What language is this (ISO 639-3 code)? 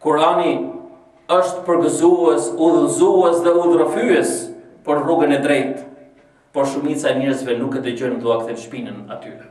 sqi